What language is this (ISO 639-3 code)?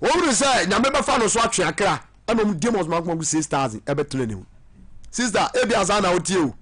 aka